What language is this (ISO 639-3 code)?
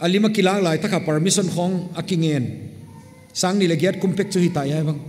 pck